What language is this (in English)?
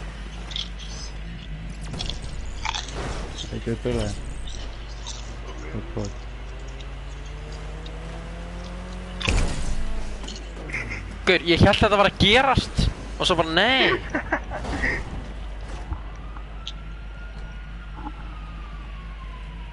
Icelandic